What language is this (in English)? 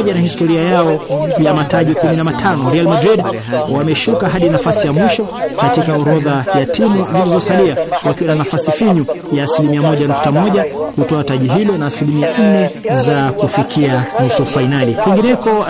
Swahili